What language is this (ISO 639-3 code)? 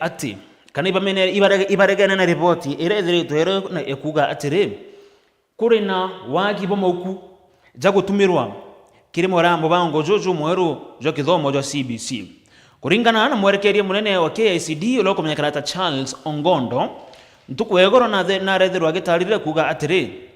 mer